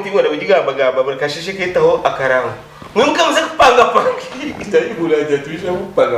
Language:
Nyankole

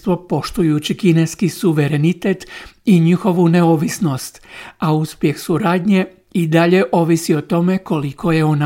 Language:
Croatian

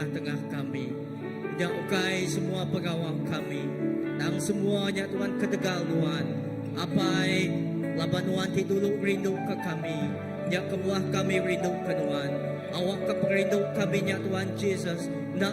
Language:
Iban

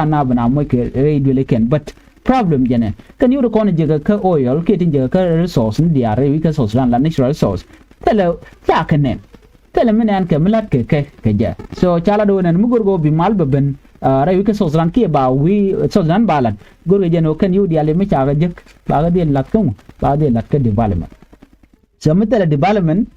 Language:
Nuer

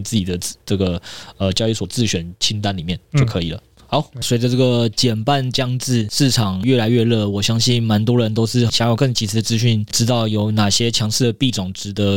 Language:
Chinese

